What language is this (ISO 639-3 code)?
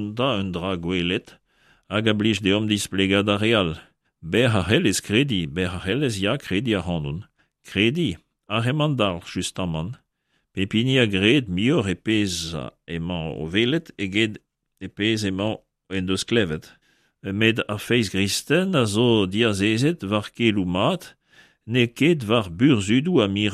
bre